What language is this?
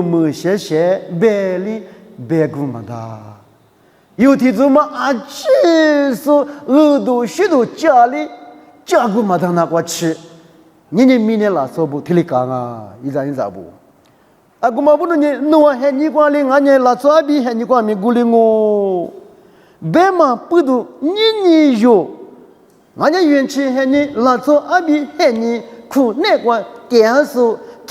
Lisu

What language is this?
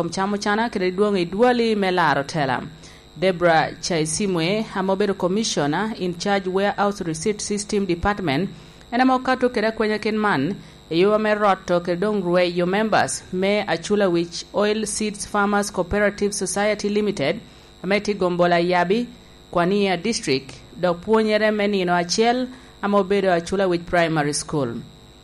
Lango (Uganda)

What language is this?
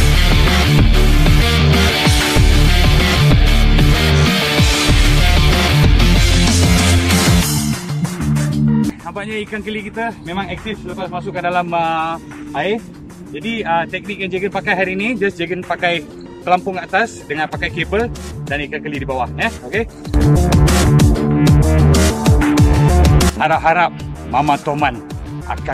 Malay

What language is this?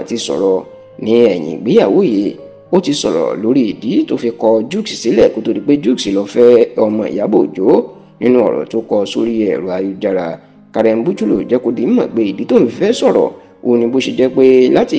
Yoruba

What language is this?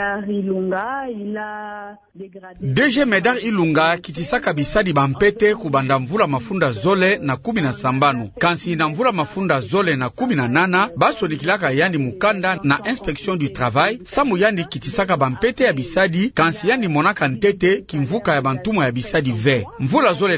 Kituba (Democratic Republic of Congo)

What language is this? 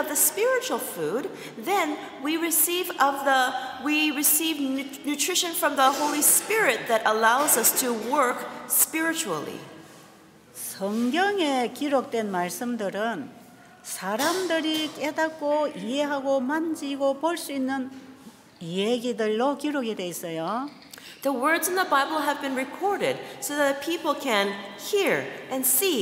Korean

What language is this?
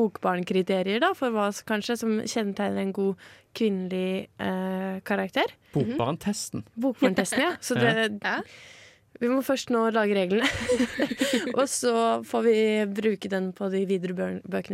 Norwegian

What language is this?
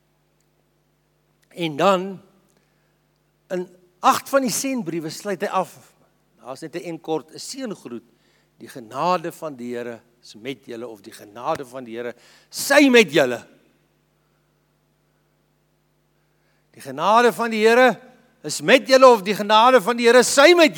Afrikaans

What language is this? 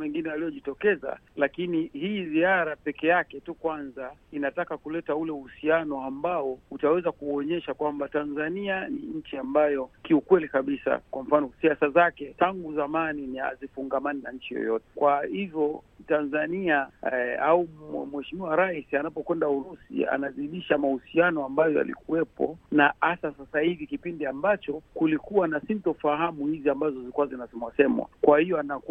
Swahili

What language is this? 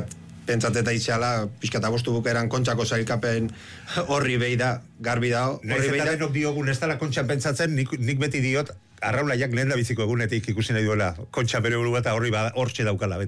Basque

